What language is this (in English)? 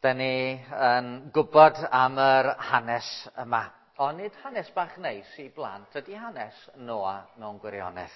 Welsh